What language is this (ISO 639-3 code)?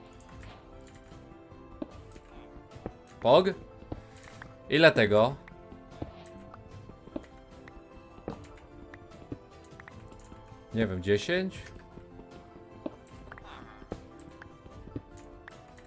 pol